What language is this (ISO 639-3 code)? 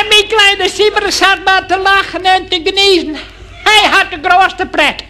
fry